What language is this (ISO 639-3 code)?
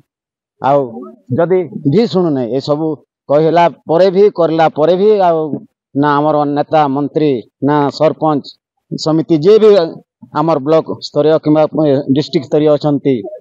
ori